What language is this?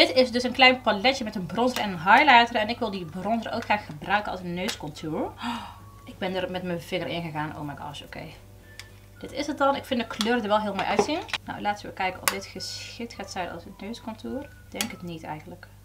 Dutch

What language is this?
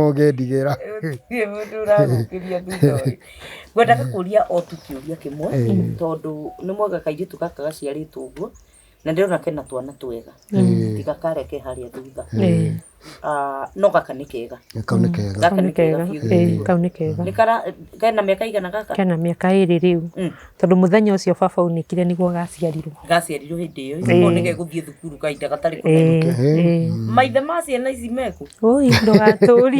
Kikuyu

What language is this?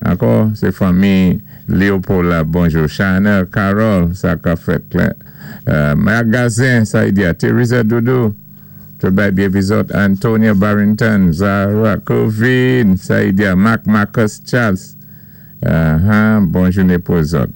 Saint Lucian Creole French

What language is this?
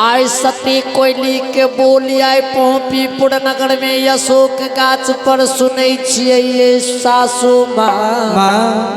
Maithili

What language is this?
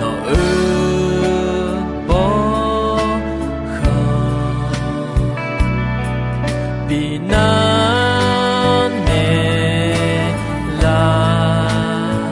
Akha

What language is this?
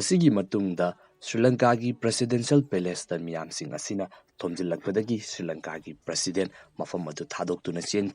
Manipuri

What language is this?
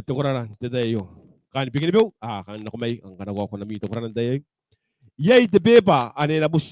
Gilbertese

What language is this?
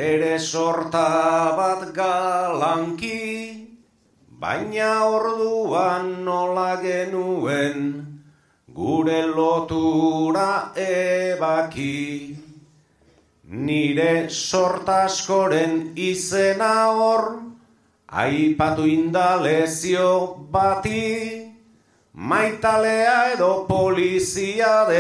Basque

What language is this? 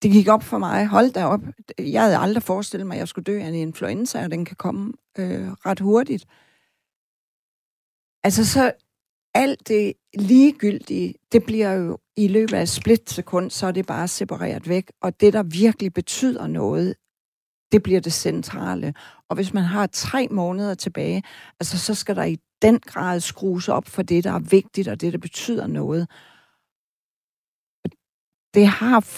Danish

